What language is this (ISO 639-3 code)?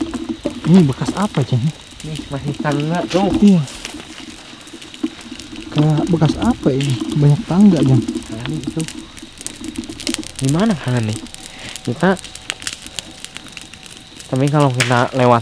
ind